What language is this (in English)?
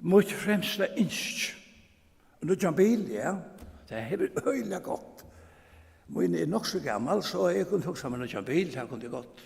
Faroese